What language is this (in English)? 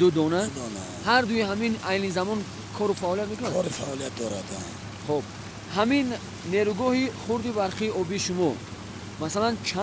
Tajik